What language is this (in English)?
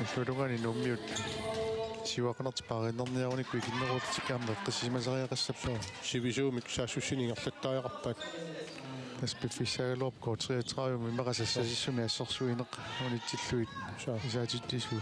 Kalaallisut